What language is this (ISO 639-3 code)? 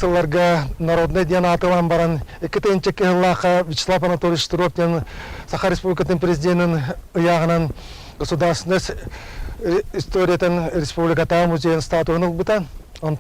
sah